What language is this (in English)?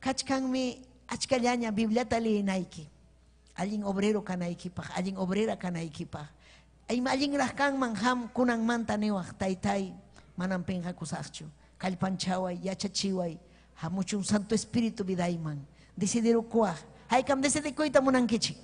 Ayacucho Quechua